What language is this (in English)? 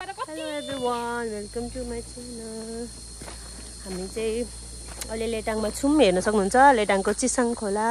Nepali